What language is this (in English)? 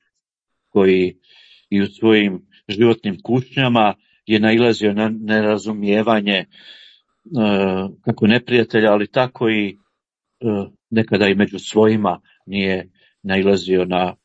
Croatian